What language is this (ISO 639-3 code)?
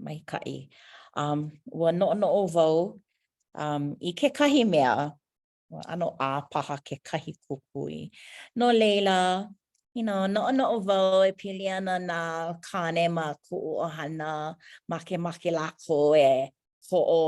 haw